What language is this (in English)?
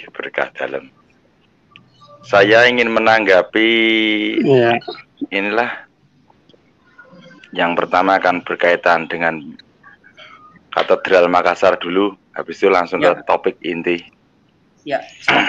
Indonesian